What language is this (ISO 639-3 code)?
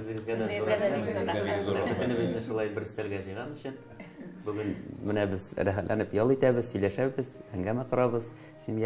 tat